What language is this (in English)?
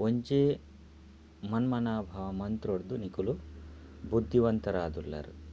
Tulu